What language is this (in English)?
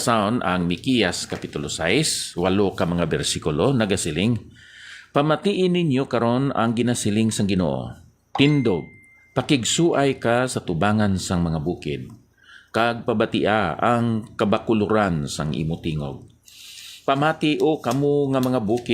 Hiligaynon